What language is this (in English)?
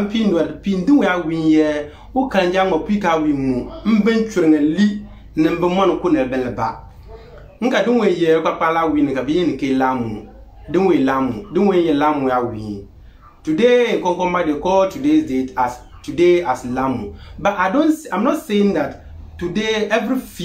Konkomba